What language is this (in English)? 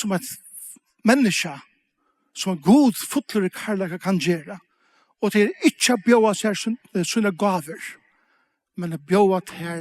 Faroese